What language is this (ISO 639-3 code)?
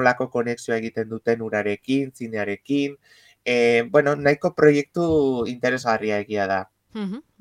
eus